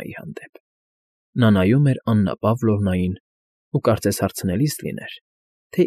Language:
Armenian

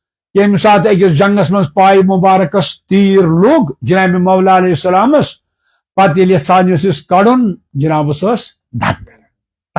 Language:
Kashmiri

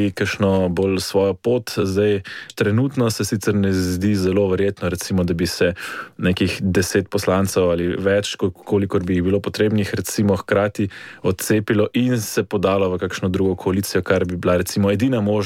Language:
Slovenian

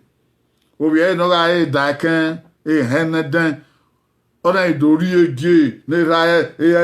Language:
Bini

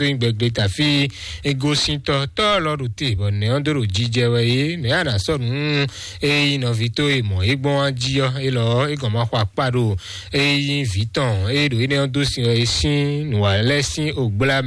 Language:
Fon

